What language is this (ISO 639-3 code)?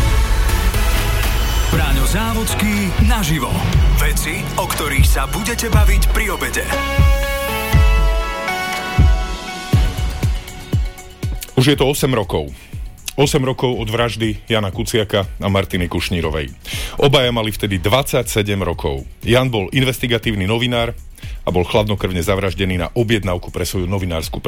slk